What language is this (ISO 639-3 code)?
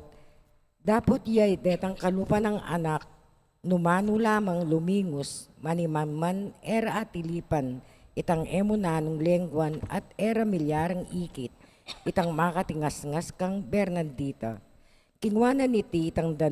pam